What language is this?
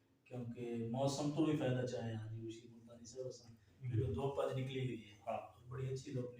Saraiki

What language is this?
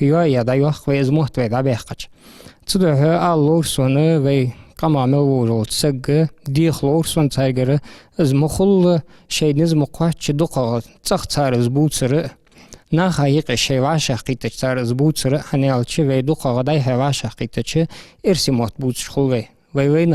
Ingush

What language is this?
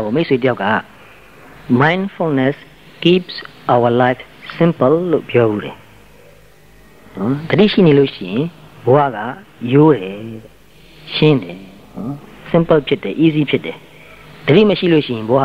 Burmese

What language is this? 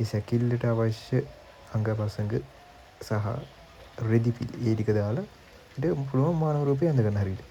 Sinhala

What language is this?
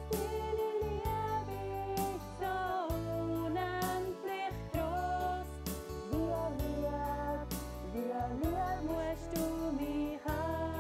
Swiss German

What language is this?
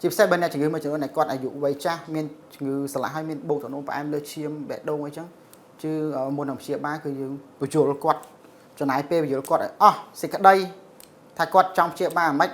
Khmer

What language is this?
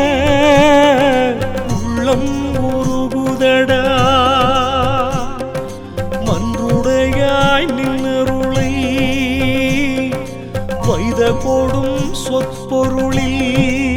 Tamil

